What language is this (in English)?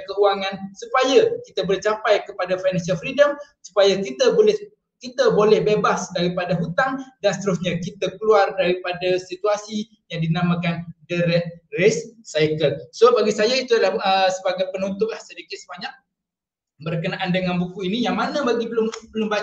Malay